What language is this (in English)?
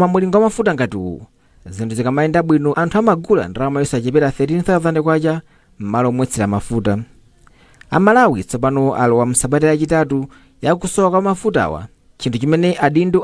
Nyanja